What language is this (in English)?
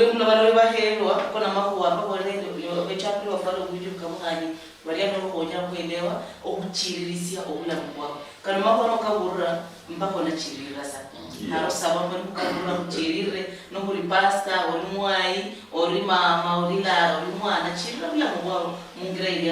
Luyia